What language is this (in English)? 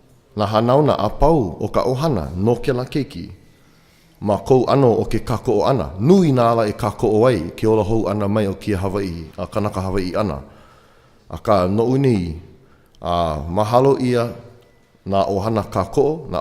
Hawaiian